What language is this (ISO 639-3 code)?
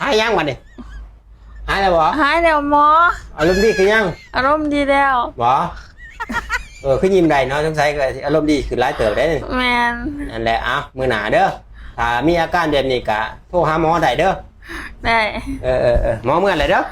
lao